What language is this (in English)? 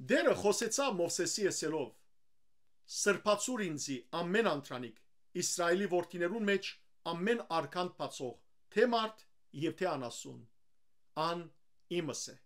Western Armenian